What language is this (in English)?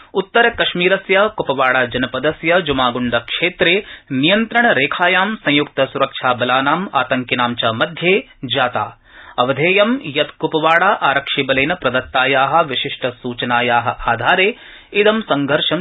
Sanskrit